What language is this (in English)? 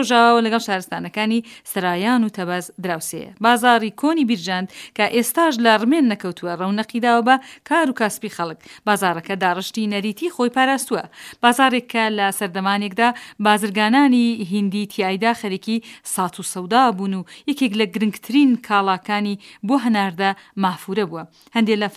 Central Kurdish